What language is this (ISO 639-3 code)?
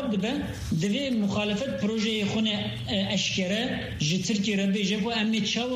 kur